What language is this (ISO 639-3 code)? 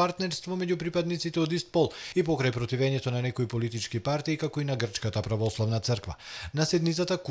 mkd